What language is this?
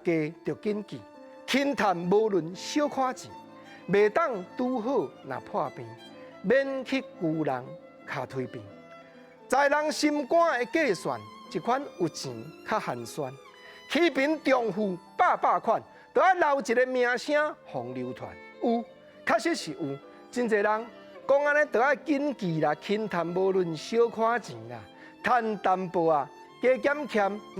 Min Nan Chinese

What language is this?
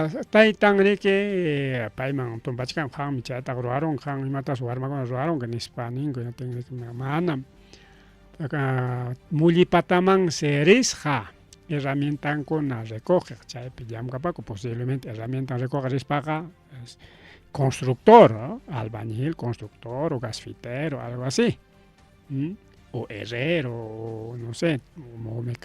Ayacucho Quechua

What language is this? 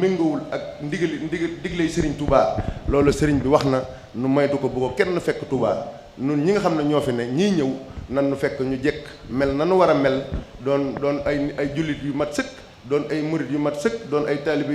Wolof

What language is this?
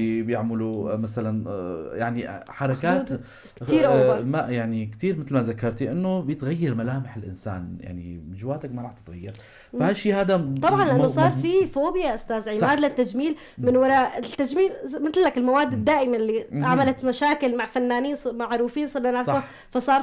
North Levantine Arabic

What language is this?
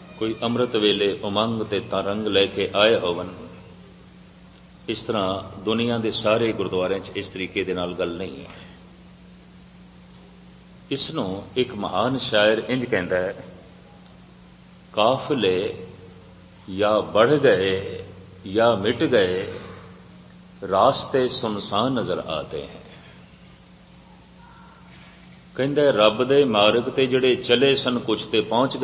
Punjabi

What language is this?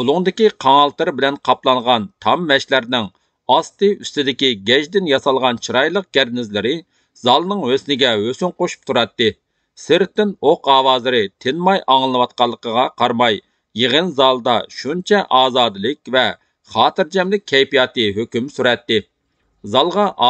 Uyghur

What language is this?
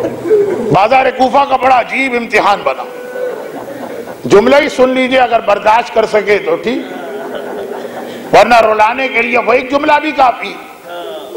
Urdu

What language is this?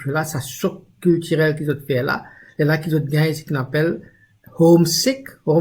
Morisyen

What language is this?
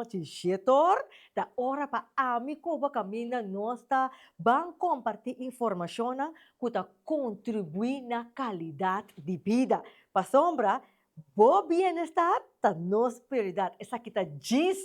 Papiamento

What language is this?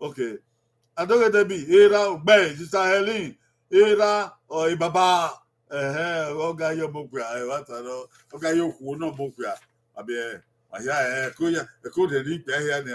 Bini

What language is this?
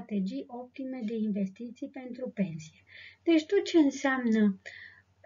Romanian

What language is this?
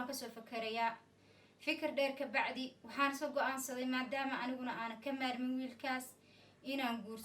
Somali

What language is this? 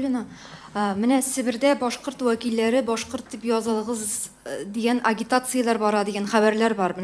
Tatar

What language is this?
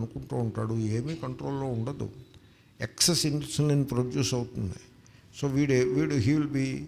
Telugu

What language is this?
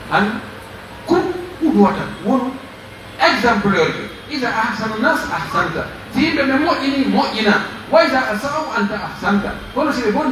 Pular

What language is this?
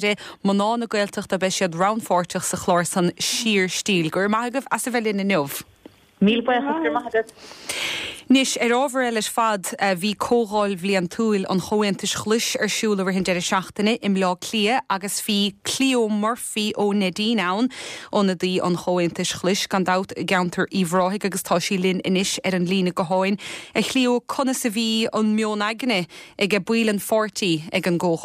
Irish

